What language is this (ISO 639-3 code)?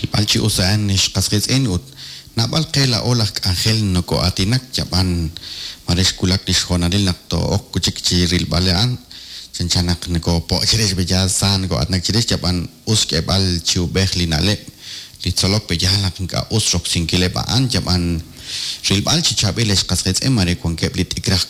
kek